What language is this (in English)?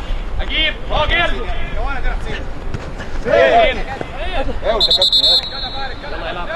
Egyptian Arabic